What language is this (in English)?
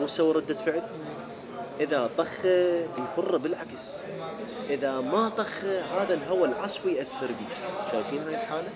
Mesopotamian Arabic